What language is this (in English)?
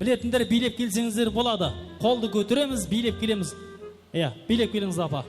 Kara-Kalpak